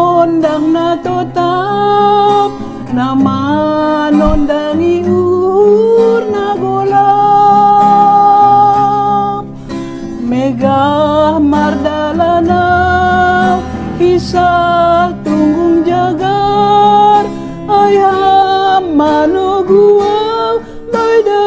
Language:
Batak Simalungun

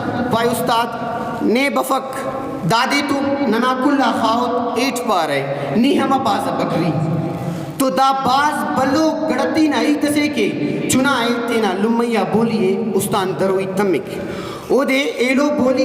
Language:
Brahui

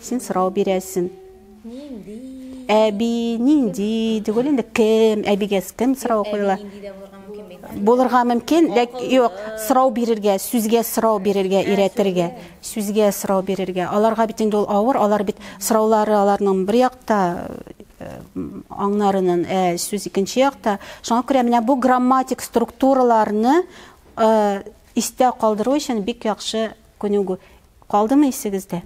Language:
Tatar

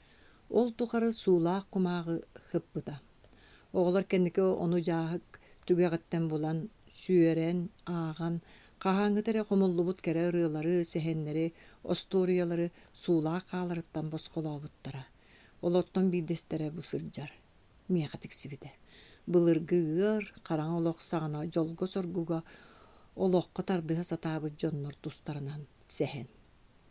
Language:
Yakut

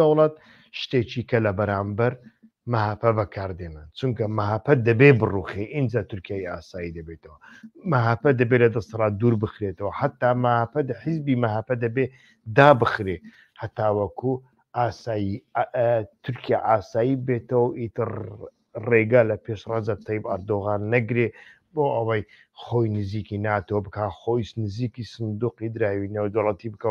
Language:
Central Kurdish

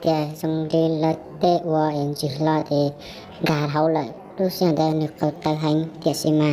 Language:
Hmong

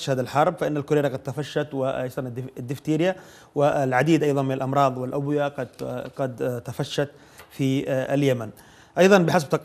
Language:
Arabic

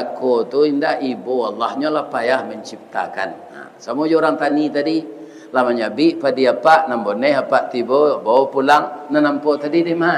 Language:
Minangkabau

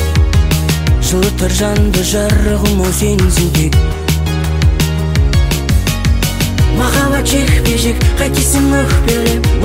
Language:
Kazakh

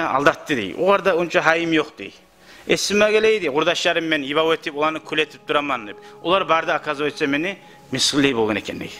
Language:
Kumyk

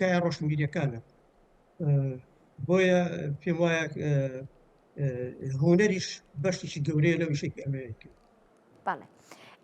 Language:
Central Kurdish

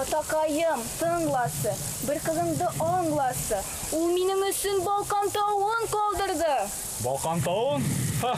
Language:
Bashkir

